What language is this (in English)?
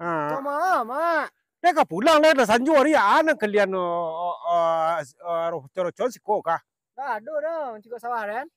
Minangkabau